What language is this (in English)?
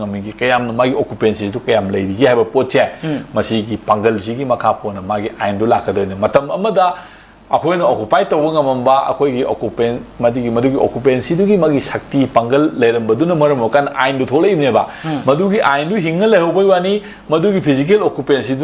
Manipuri